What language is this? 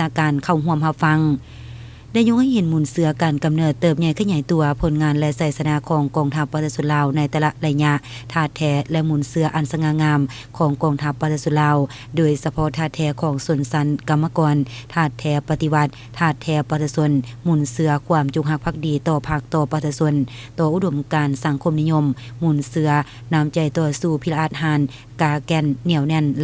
Lao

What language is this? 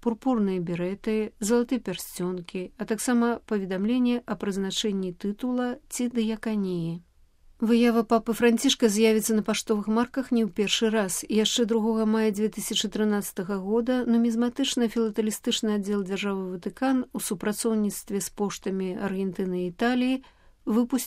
Belarusian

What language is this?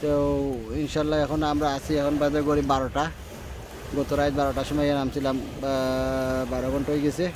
Sylheti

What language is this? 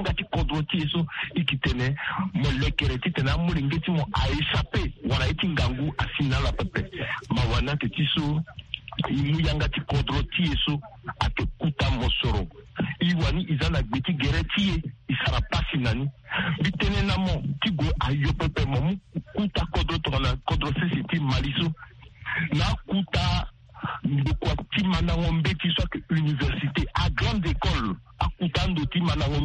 Sango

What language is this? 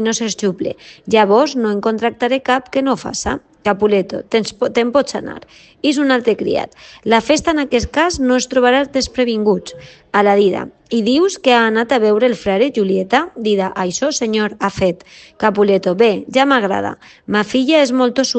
Catalan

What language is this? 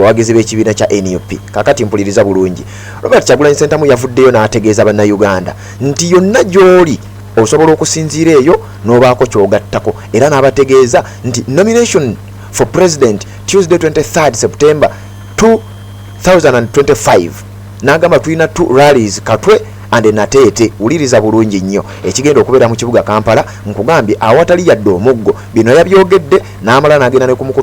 Ganda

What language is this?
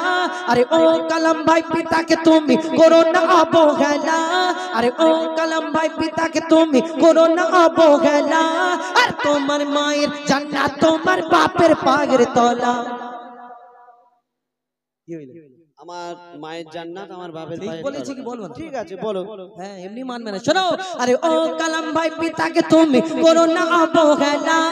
Bangla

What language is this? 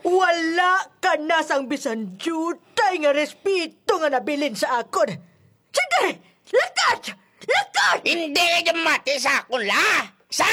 Hiligaynon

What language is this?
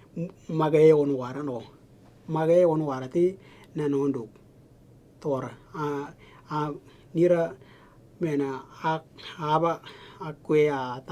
Western Dani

